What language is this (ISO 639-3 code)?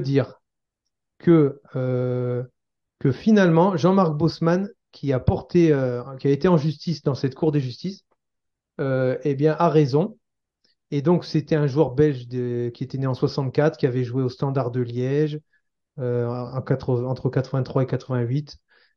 fra